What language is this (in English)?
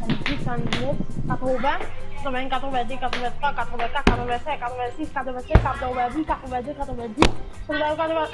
Morisyen